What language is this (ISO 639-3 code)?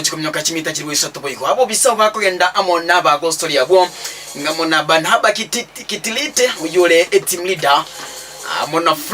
guz